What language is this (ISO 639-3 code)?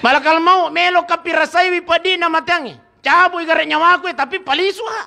bug